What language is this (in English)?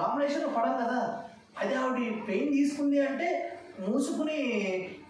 Telugu